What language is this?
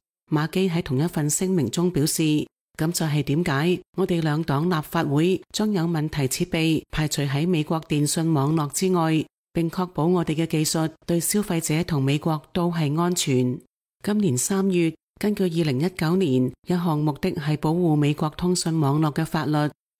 Cantonese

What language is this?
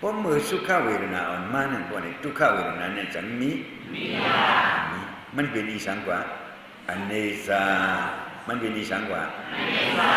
Shan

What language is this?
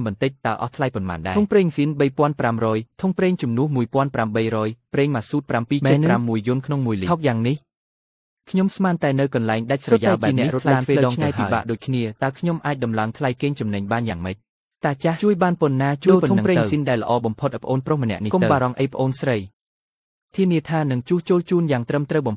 Khmer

